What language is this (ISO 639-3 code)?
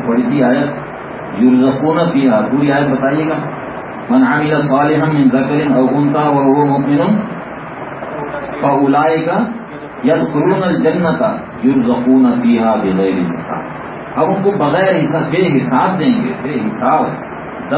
urd